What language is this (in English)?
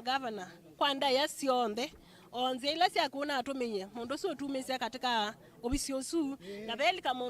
Kamba